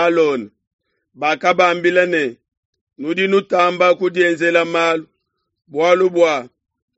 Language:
Luba-Lulua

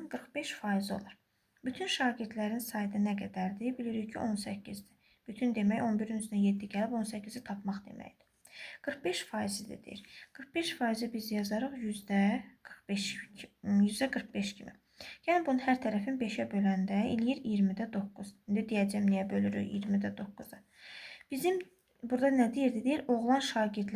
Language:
Azerbaijani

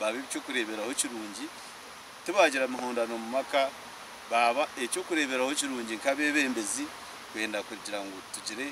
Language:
Nyankole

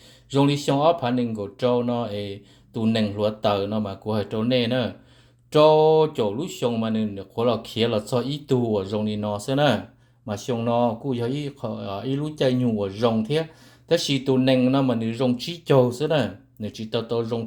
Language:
Hmong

